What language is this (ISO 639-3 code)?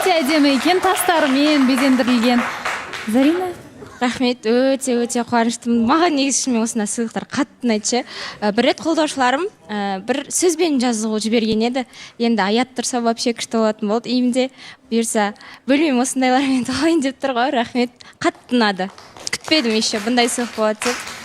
kaz